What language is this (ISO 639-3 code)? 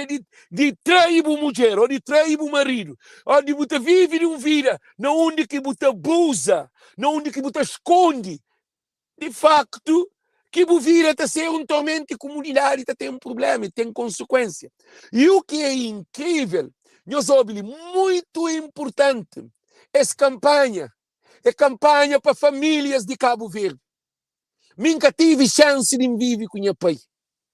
kea